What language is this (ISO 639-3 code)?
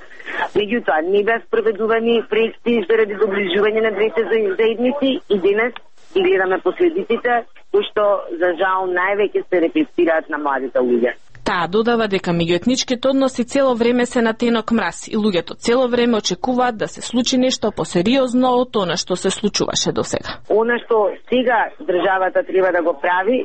mkd